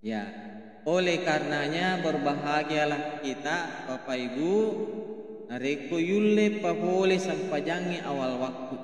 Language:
Buginese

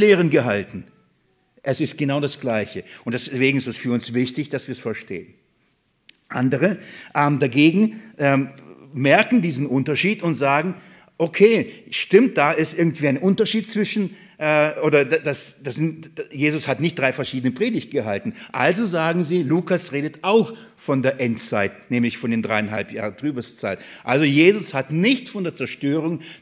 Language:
German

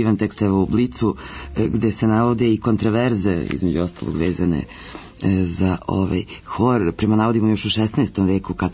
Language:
Serbian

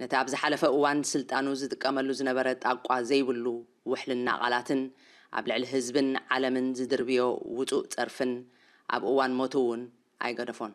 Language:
Tigrinya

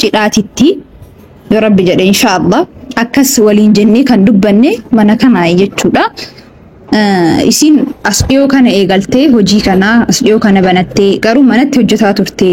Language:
Oromo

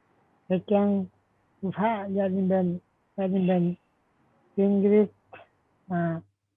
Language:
Limbu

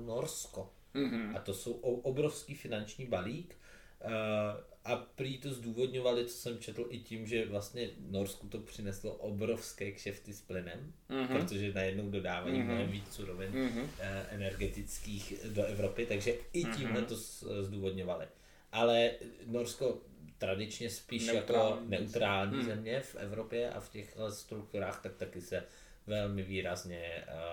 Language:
Czech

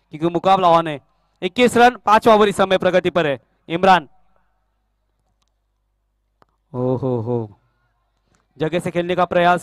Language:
Hindi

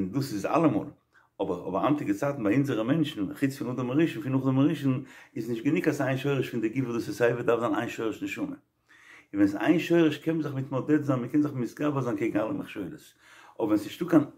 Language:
Yiddish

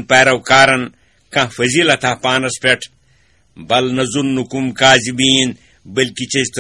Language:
Kashmiri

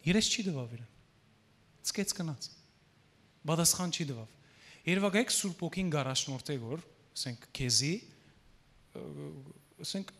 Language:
Western Armenian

